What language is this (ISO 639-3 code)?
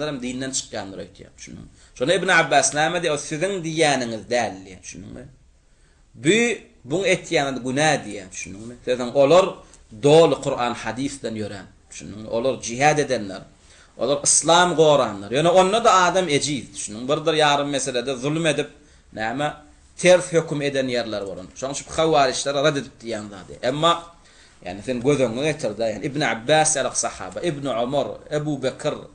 tuk